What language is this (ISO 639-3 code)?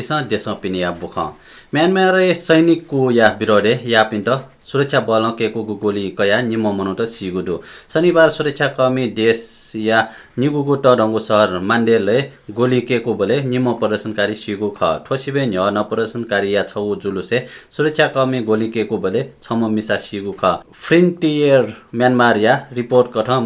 new